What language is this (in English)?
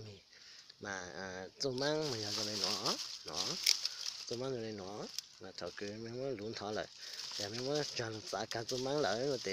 Hmong